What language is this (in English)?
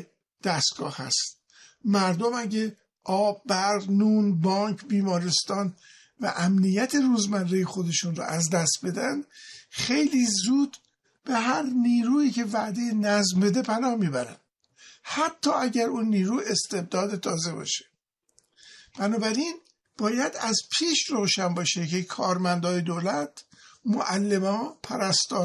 Persian